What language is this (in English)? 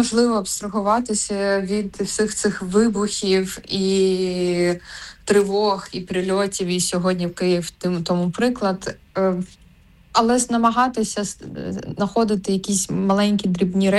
Ukrainian